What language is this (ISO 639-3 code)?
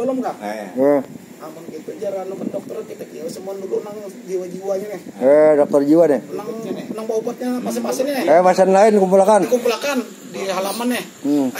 bjn